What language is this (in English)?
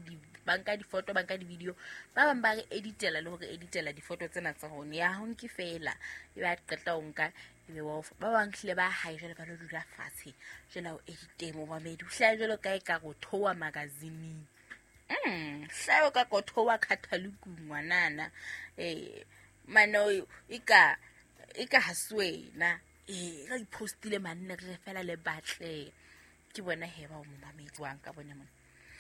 Southern Sotho